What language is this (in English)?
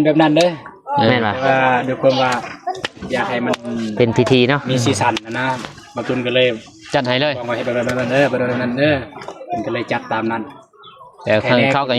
Lao